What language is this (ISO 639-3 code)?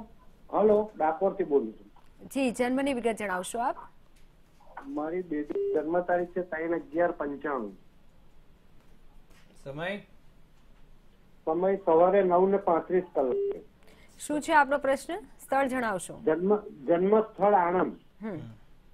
guj